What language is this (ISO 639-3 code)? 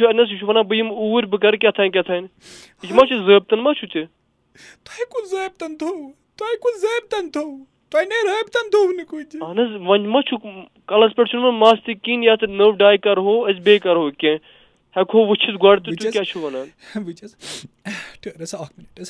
kas